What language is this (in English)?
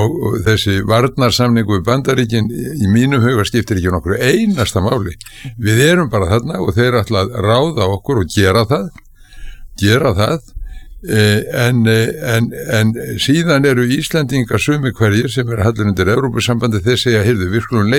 Icelandic